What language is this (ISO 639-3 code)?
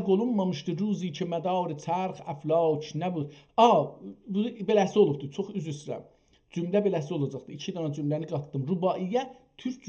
azb